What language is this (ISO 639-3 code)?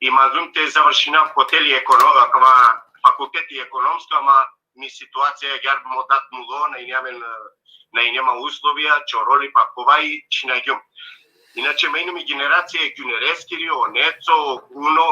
rmn